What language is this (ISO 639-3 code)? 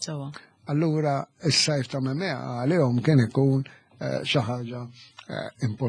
mlt